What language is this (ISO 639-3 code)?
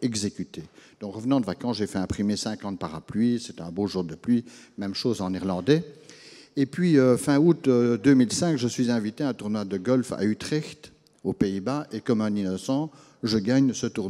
fra